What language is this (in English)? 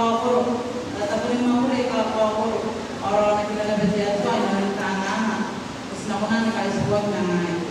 Gilbertese